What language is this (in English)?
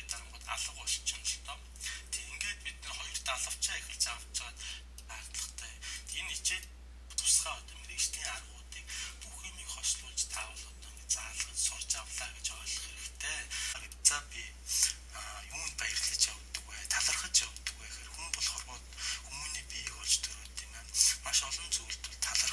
Mongolian